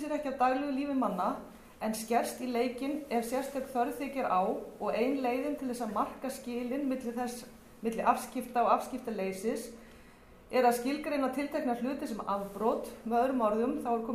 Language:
Icelandic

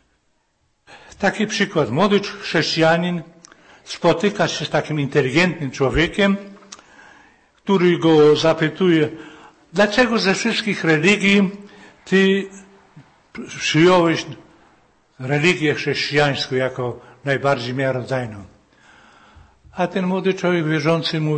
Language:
Polish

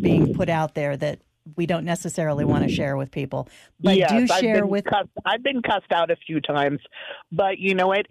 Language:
English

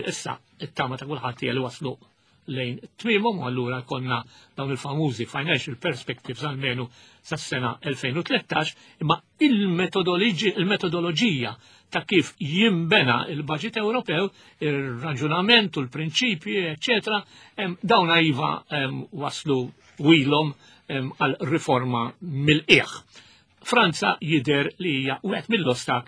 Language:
Maltese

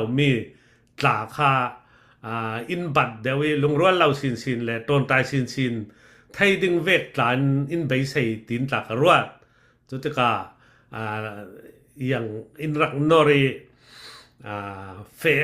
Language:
Falam Chin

